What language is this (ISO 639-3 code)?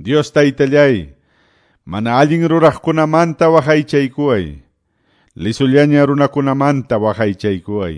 que